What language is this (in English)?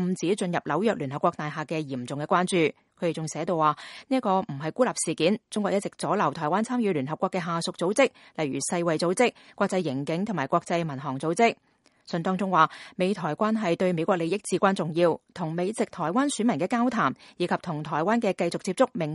Cantonese